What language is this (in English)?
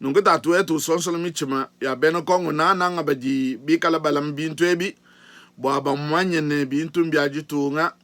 Luba-Lulua